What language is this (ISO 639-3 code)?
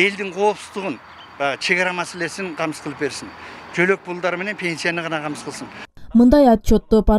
kir